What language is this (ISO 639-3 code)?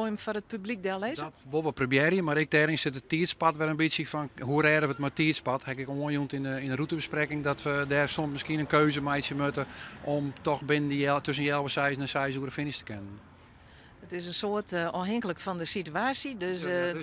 fry